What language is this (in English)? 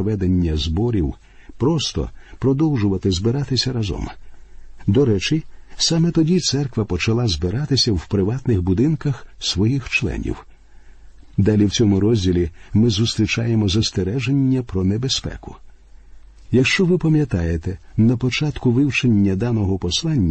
Ukrainian